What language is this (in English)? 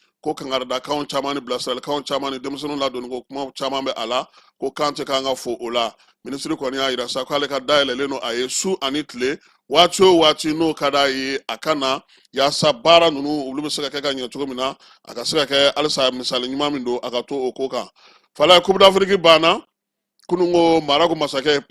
Bambara